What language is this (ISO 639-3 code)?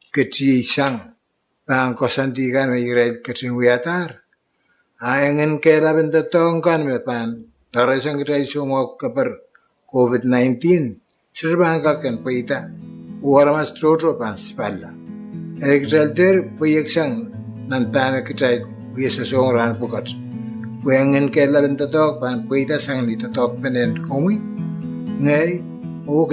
pon